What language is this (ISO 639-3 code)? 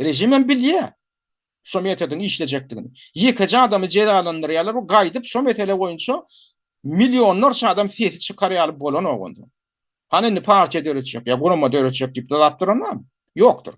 tuk